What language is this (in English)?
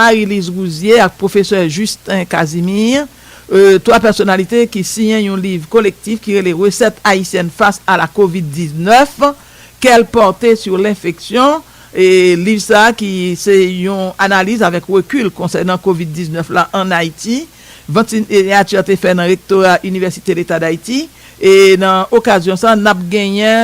Haitian Creole